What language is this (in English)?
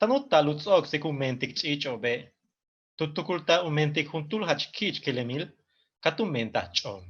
Yucateco